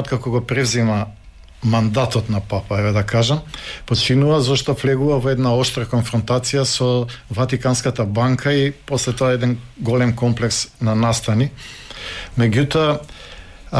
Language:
Macedonian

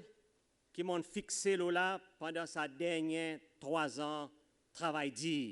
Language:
Seselwa Creole French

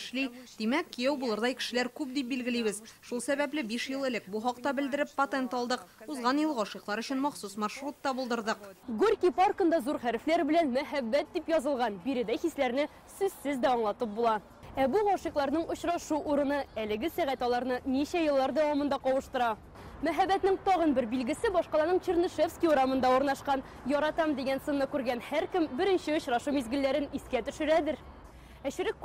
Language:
Tatar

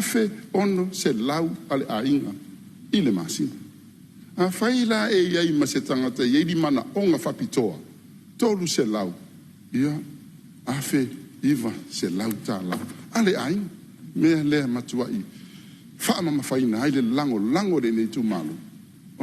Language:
Samoan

